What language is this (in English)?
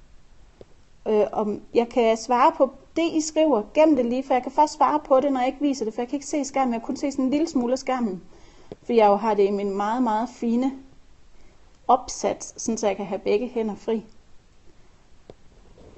Danish